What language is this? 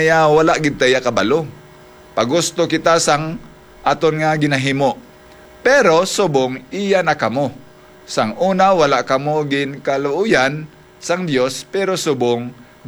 Hiligaynon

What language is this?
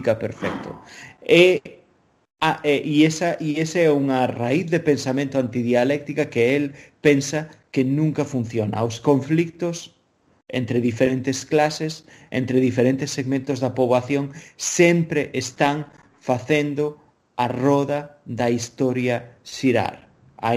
Galician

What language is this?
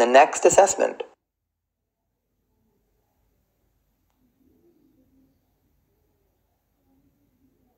English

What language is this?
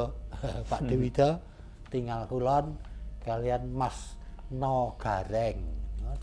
Javanese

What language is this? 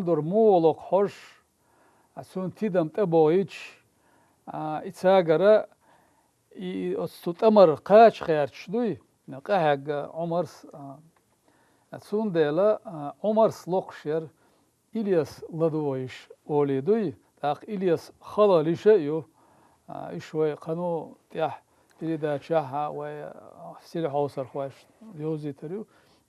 Chechen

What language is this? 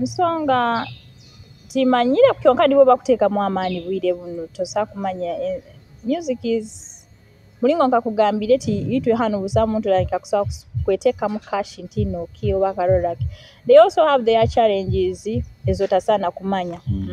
Nyoro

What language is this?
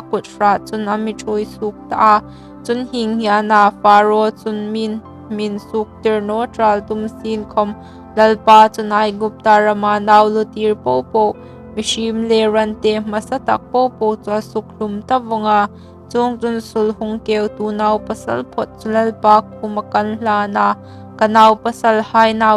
Hmar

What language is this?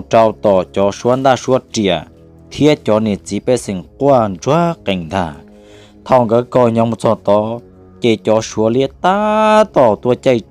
Hmong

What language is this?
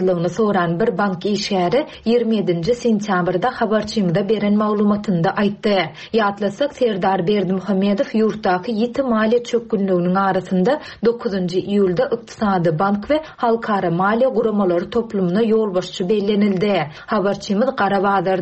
Turkmen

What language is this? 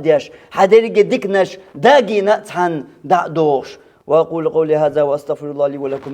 Chechen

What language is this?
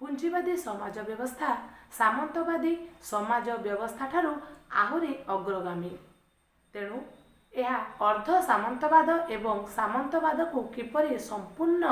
Odia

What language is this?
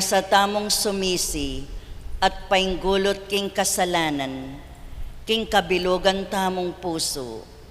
Pampanga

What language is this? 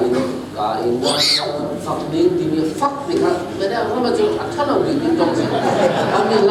Falam Chin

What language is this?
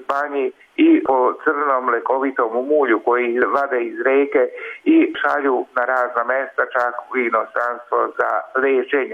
Croatian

